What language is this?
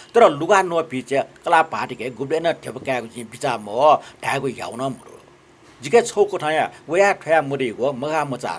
Newari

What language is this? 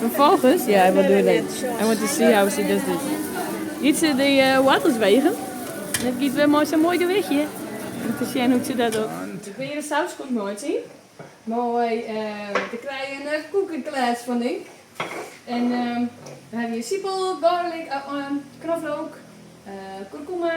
Western Frisian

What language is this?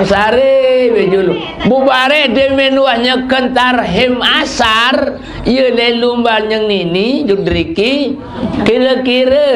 Sasak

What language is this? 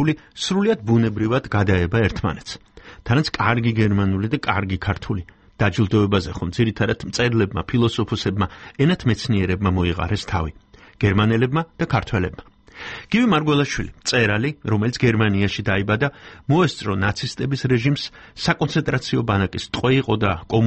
Georgian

